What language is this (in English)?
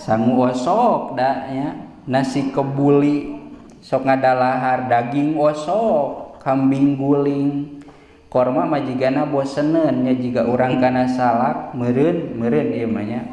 Sundanese